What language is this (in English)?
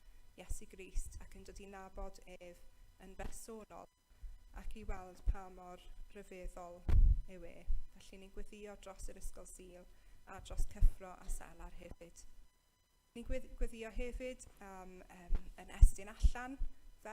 Welsh